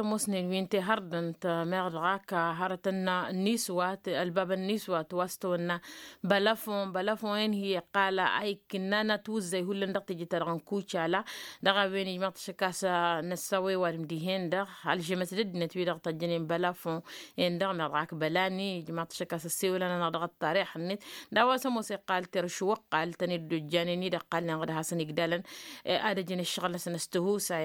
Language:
Tamasheq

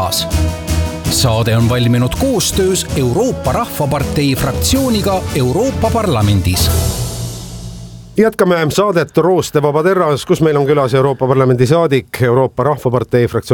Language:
Estonian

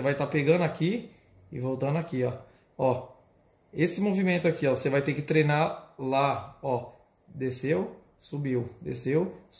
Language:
Portuguese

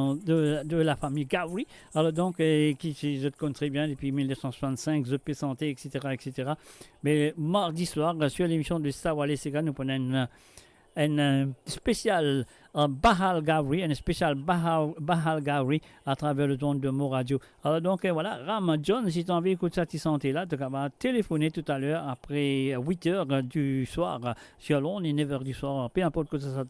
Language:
Morisyen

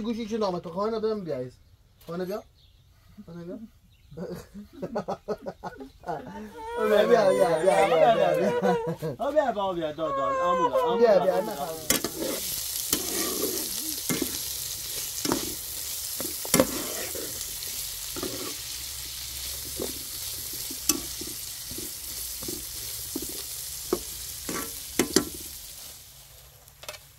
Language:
Persian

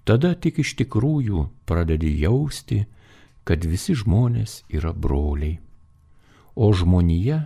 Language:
Lithuanian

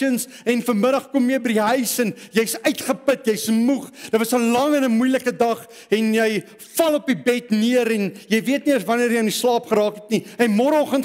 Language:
Afrikaans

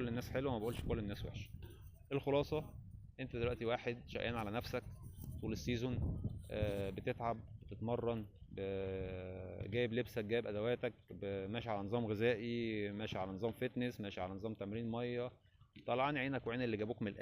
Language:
Egyptian Arabic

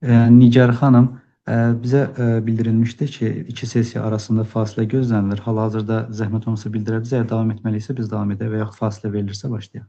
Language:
Azerbaijani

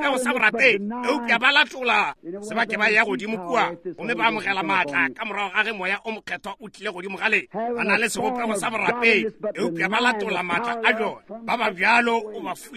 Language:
Northern Sotho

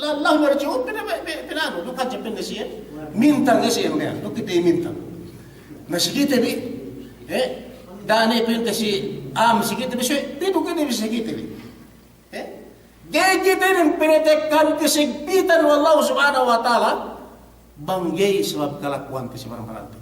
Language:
Yakan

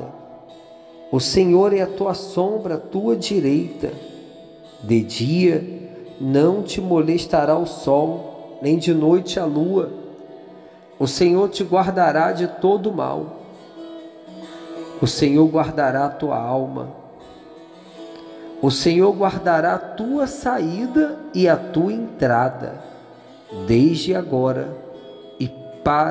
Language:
Portuguese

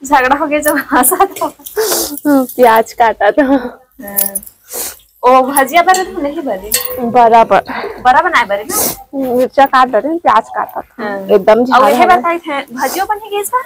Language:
Chhattisgarhi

